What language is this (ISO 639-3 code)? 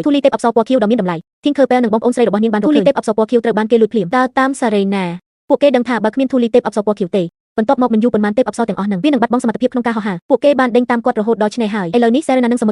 khm